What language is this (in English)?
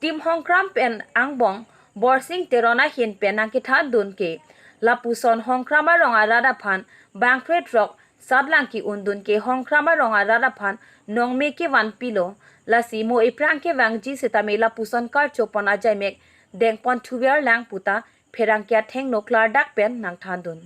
Karbi